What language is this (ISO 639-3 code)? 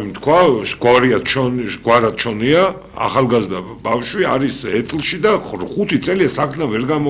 kat